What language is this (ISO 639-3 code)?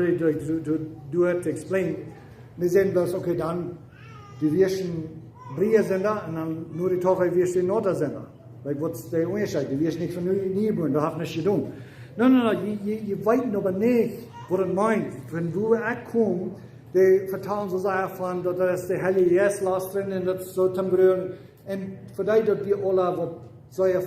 pdt